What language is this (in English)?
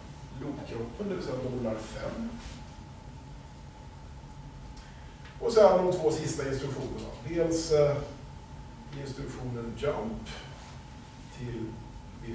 Swedish